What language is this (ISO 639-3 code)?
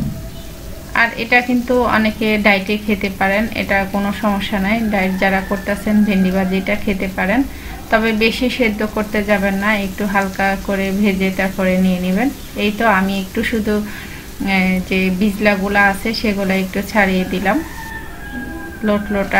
ben